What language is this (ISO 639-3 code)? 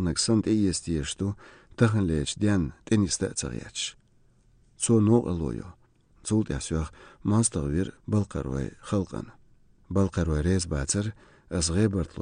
che